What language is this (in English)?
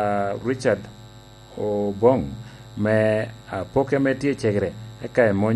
Lango (Uganda)